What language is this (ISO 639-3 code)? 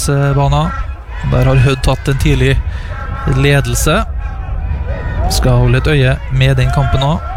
nor